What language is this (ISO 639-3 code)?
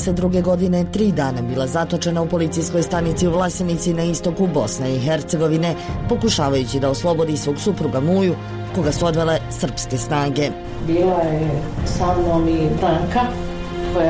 bos